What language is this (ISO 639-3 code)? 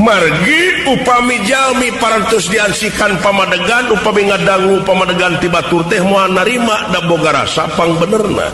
sun